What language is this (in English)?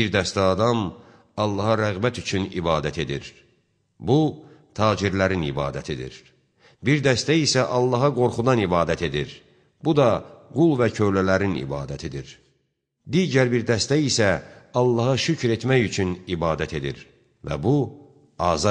Azerbaijani